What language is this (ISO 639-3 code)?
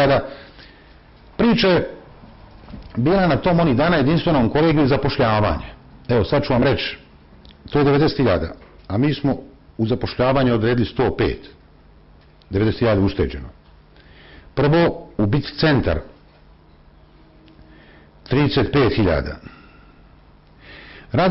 bos